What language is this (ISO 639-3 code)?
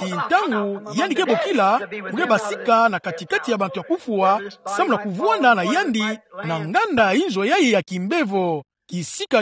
ktu